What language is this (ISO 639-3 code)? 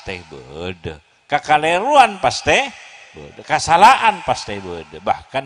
mad